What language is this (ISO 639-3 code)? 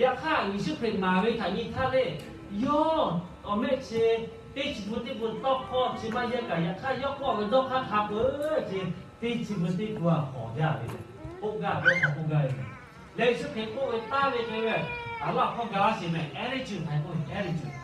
lhu